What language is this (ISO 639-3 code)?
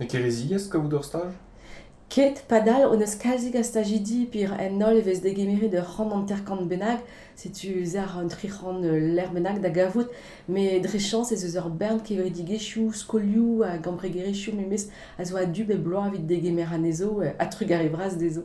bre